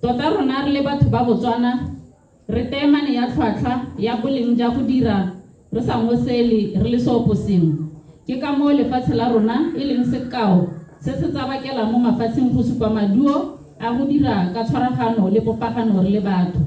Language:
Tswana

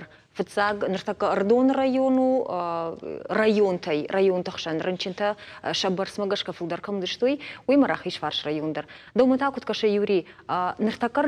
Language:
Ossetic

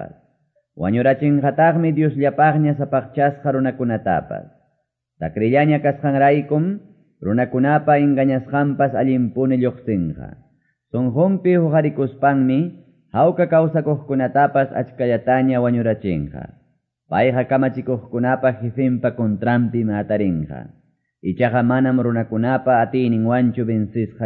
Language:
Quechua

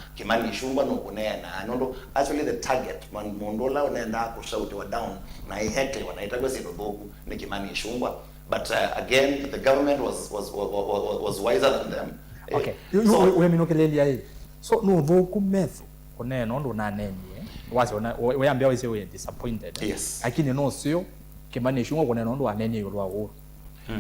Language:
Kamba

